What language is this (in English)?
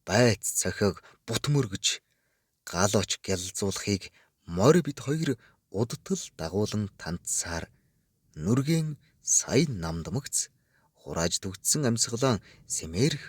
Mongolian